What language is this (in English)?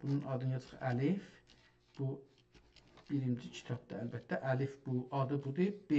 South Azerbaijani